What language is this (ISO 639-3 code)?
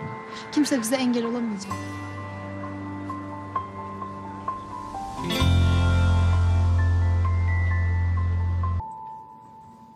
tur